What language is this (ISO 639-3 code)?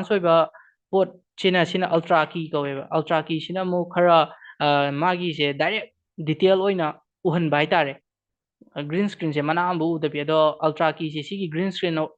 mni